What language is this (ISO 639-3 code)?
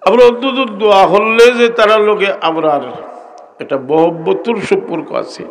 syl